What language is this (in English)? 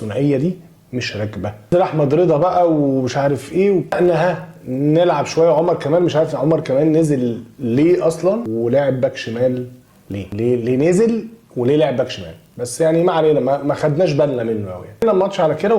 Egyptian Arabic